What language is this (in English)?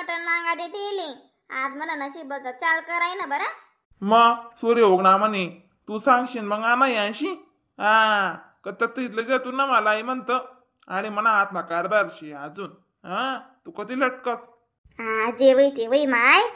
Khandesi